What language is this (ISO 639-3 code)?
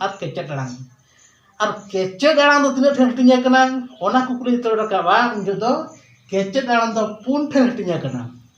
sat